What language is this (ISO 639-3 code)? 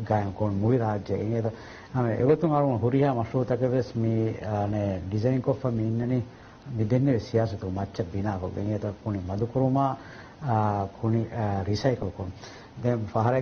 div